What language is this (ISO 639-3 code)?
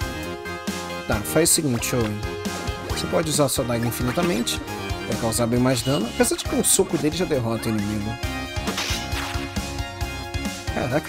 por